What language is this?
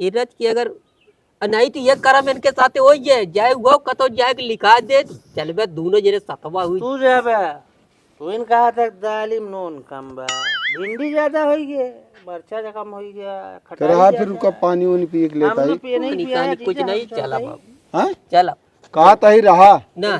Awadhi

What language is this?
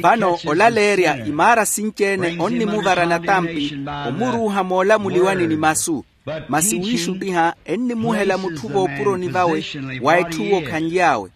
Makhuwa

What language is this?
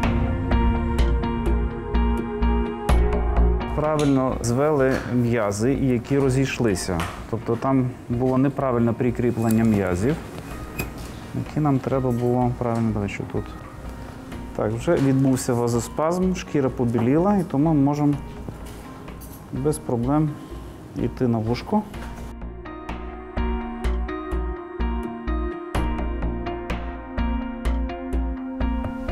Ukrainian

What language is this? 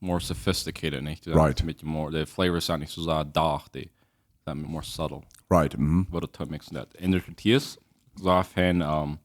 Plautdietsch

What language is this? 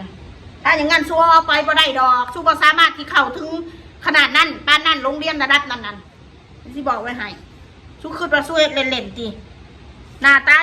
Northeastern Thai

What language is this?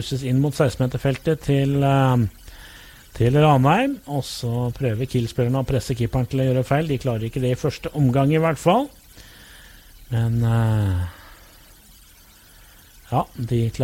Norwegian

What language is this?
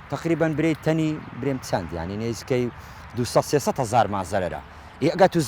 Central Kurdish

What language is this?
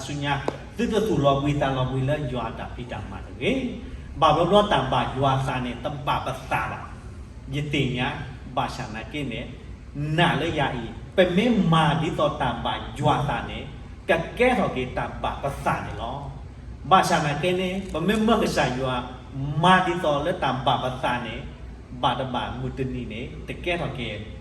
S'gaw Karen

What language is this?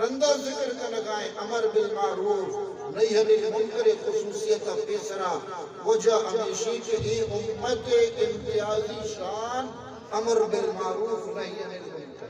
Eastern Balochi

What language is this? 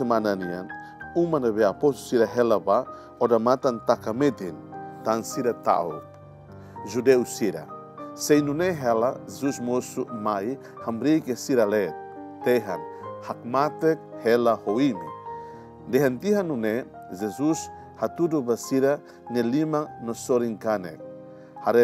Tetum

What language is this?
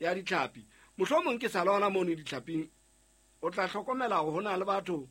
Southern Sotho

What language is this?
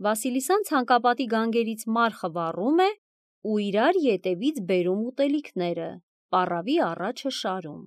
Armenian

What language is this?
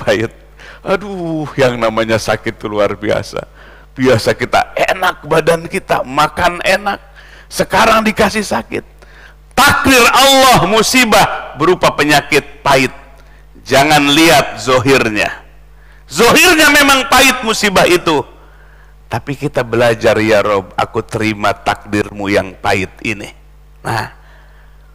Indonesian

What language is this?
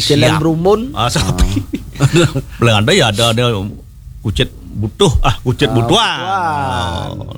Balinese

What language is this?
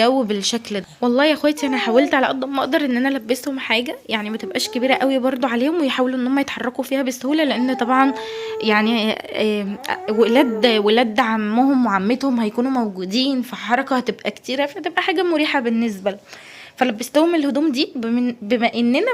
Egyptian Arabic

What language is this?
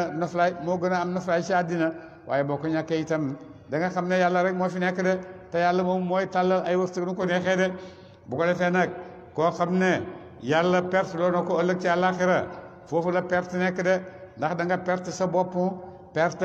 Wolof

